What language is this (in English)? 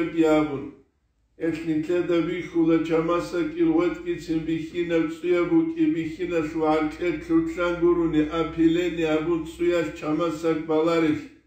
Avaric